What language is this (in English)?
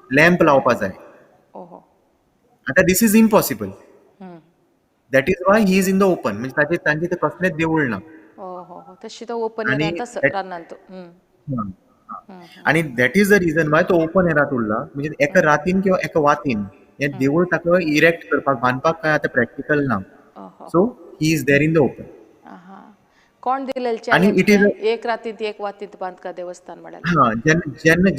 Konkani